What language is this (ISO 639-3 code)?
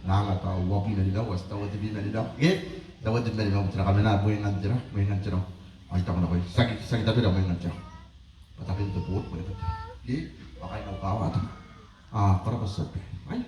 gil